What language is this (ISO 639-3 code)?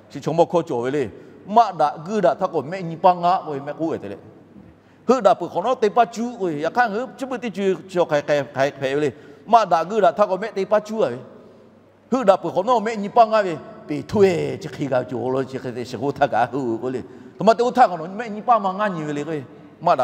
lhu